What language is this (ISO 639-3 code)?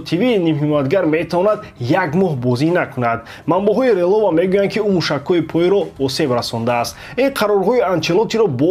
tgk